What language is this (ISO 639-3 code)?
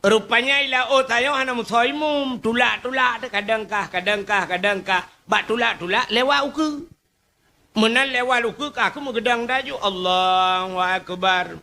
ace